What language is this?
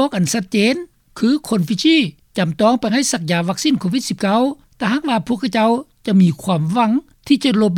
Lao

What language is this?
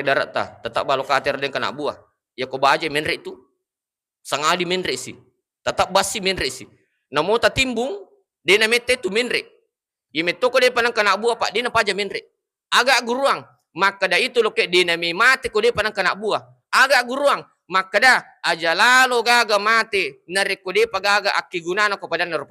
Buginese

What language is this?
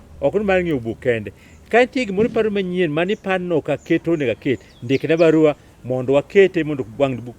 Luo (Kenya and Tanzania)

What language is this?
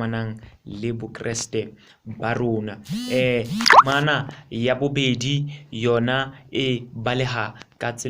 Southern Sotho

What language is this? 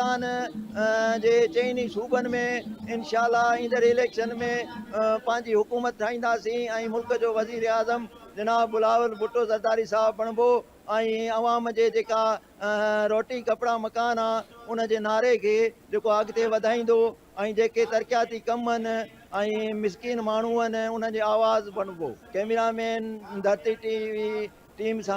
Sindhi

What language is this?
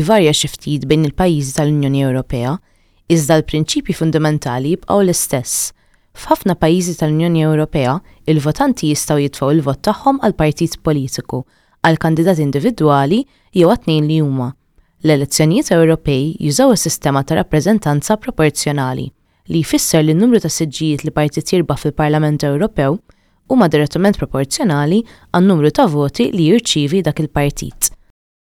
Maltese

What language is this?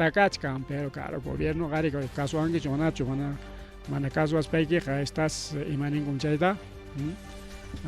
Ayacucho Quechua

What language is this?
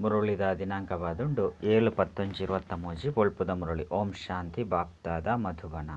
Tulu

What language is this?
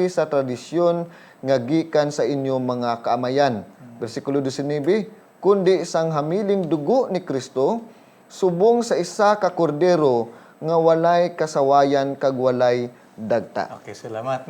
Hiligaynon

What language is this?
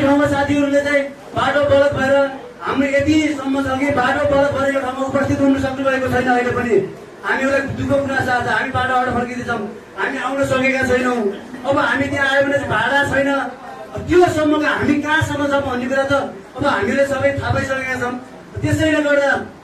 Nepali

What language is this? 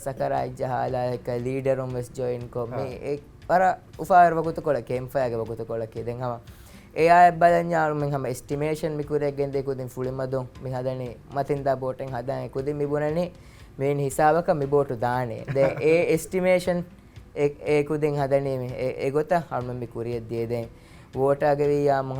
Divehi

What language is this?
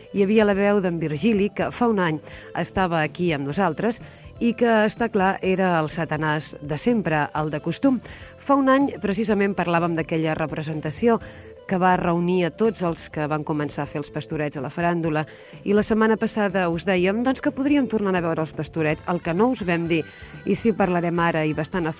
Catalan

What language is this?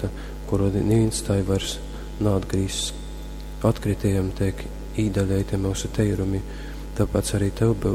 Latgalian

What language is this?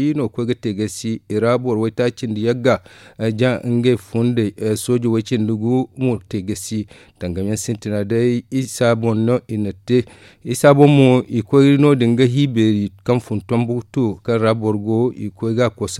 Zarma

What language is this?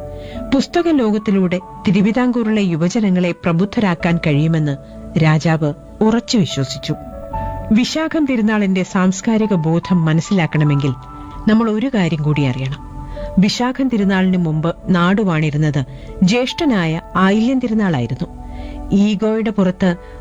Malayalam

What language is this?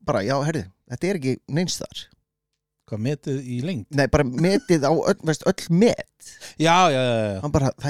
Icelandic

